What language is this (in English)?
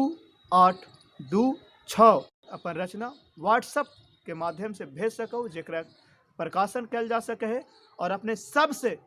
Magahi